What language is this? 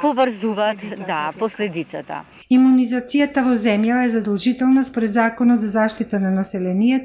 Macedonian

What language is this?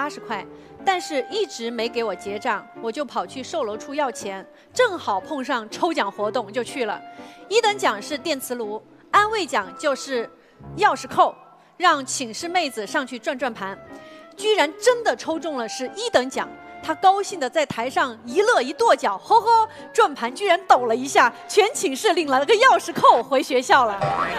Chinese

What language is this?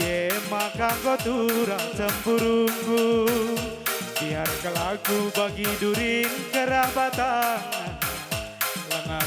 Batak Karo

